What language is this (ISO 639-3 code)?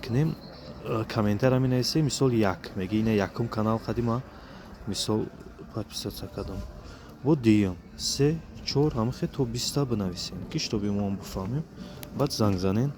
tgk